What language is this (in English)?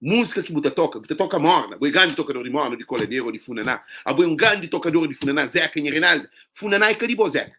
Kabuverdianu